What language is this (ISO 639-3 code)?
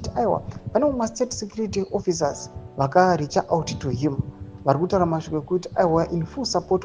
sna